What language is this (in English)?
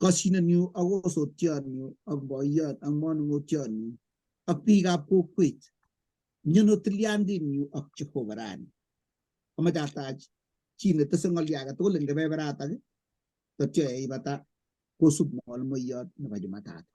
Kalenjin